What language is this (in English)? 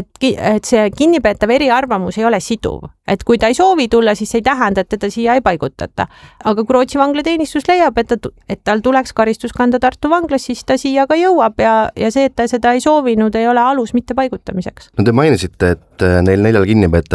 Estonian